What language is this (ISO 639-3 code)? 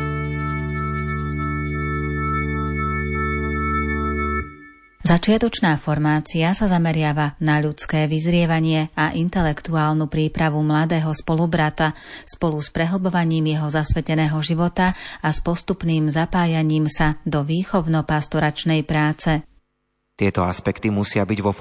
slk